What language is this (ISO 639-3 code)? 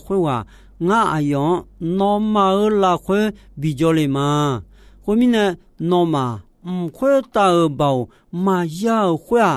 ahk